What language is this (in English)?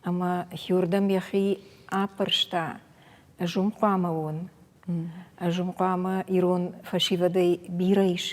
Ossetic